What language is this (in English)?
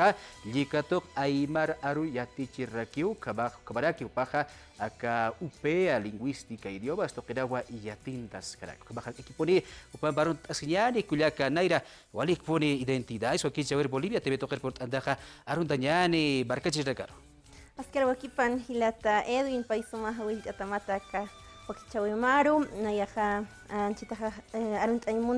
Aymara